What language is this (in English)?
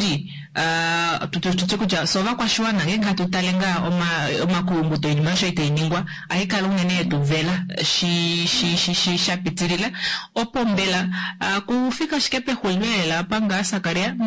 Kuanyama